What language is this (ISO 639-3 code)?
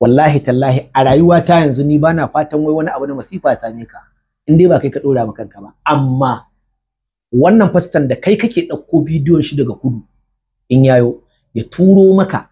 hau